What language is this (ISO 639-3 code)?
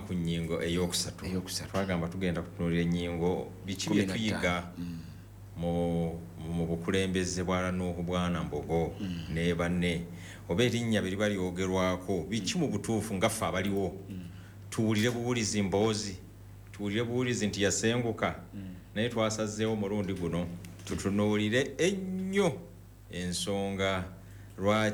lug